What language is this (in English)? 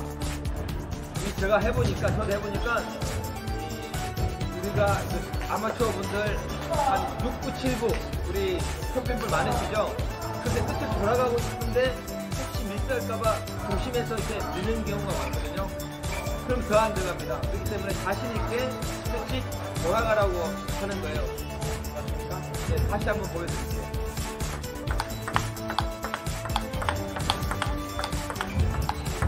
Korean